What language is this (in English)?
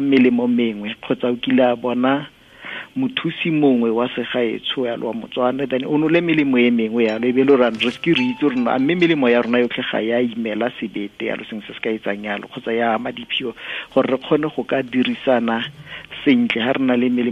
Tswana